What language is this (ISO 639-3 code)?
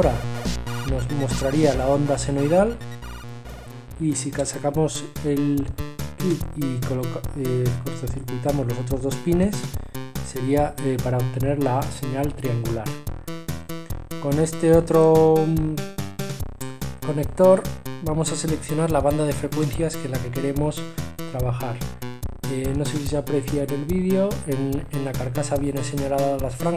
spa